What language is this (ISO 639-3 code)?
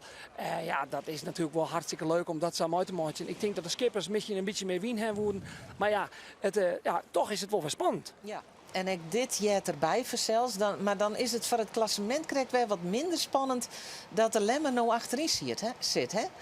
fry